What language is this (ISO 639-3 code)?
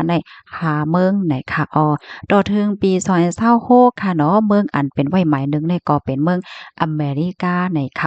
shn